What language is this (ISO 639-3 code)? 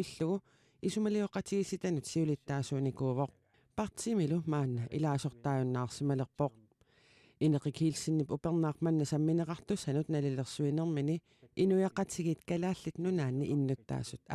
kal